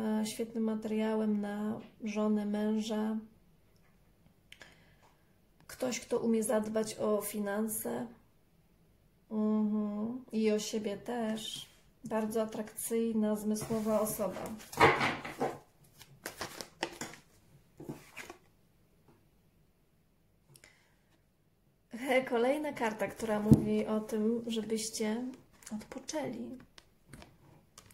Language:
Polish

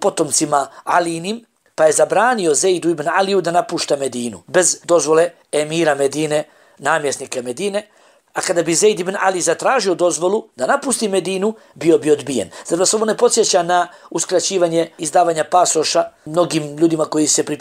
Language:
Bosnian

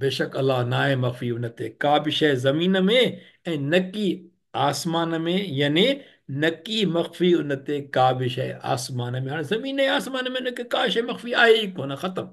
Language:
Sindhi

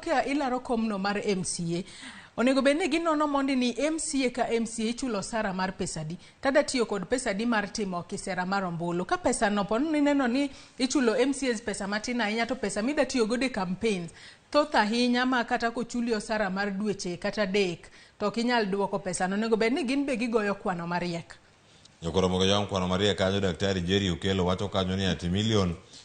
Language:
Luo (Kenya and Tanzania)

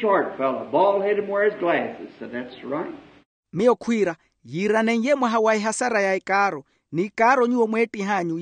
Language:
Makhuwa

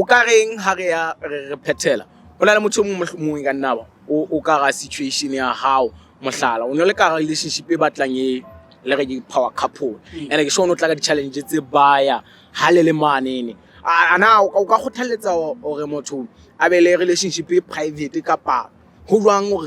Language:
Southern Sotho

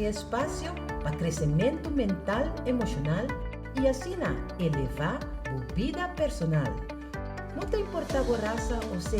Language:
Papiamento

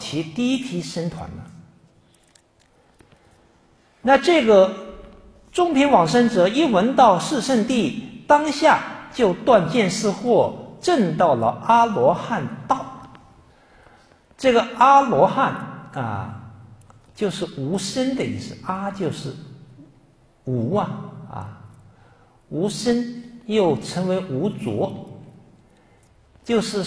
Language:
Chinese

